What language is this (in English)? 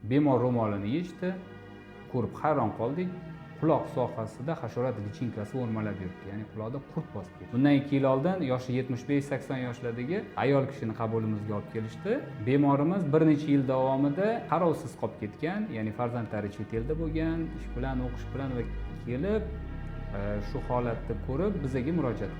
Uzbek